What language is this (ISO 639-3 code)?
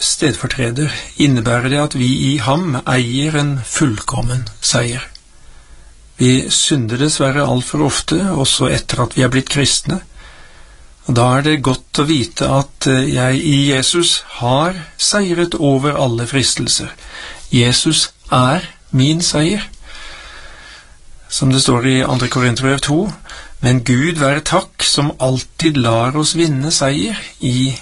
nor